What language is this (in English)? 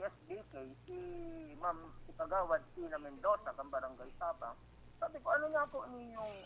Bikol